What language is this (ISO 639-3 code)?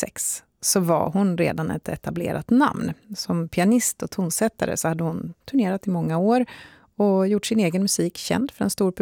swe